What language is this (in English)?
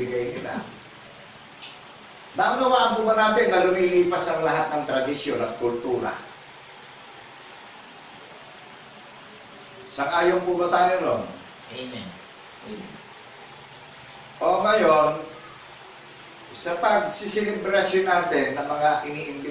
Filipino